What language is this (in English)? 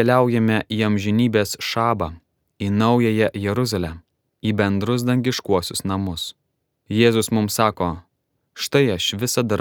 Lithuanian